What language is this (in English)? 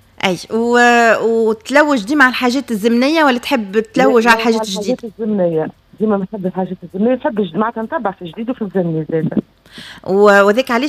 Tunisian Arabic